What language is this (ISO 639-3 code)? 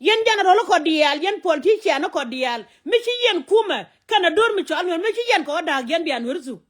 nus